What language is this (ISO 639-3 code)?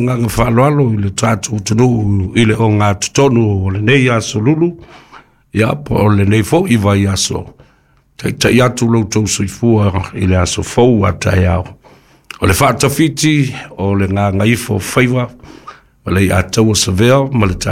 smo